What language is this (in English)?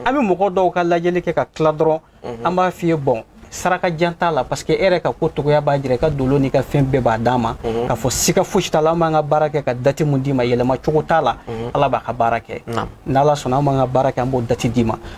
Bambara